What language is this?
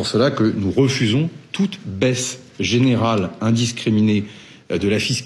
French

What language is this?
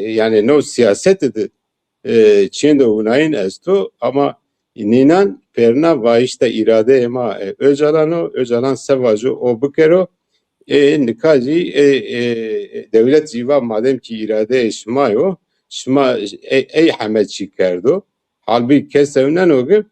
Zaza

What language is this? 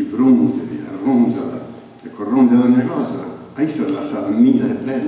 Sardinian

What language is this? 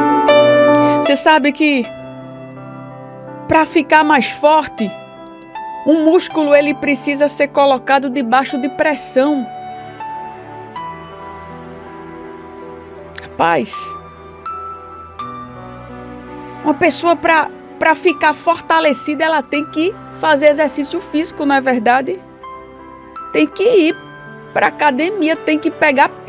Portuguese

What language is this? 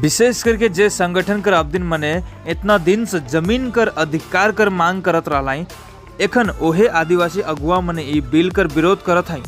Sadri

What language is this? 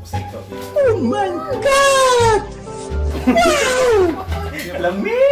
Cebuano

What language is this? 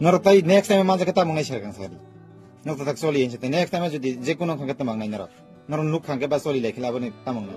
Kok Borok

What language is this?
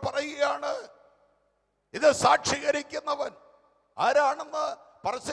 Malayalam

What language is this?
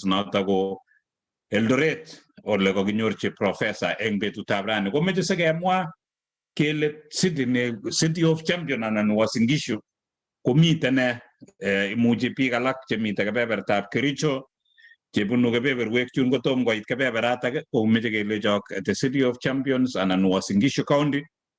Kalenjin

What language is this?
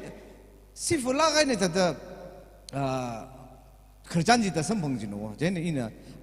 Tangkhul Naga (India)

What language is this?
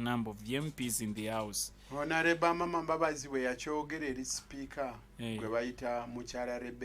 Ganda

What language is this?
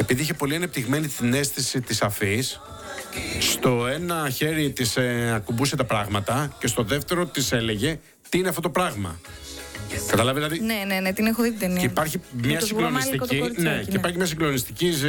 Greek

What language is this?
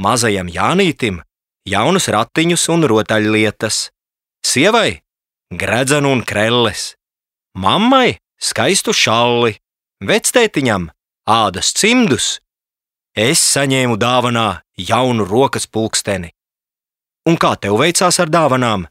Latvian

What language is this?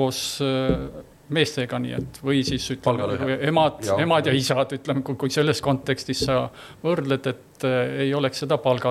Estonian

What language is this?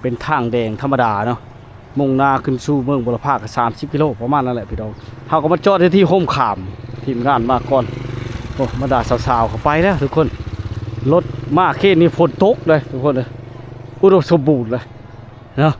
Lao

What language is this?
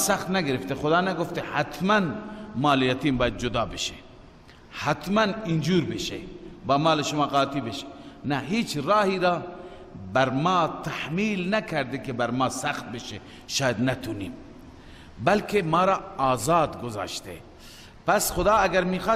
Persian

